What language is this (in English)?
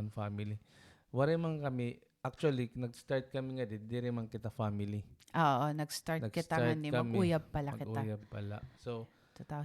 Waray